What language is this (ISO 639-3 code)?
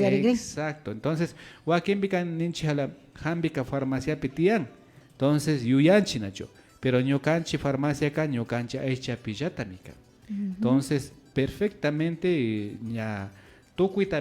qvi